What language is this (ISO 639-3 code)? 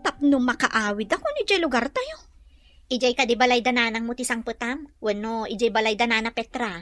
ilo